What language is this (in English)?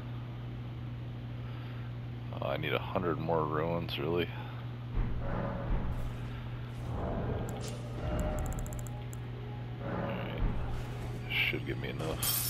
English